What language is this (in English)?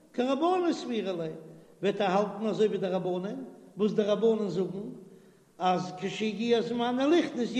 Yiddish